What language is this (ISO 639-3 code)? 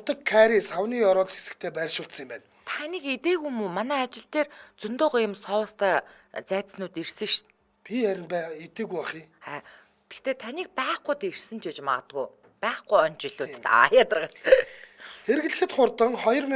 mon